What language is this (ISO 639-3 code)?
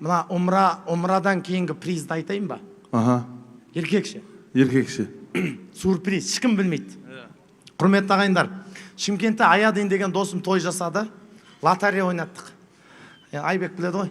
kaz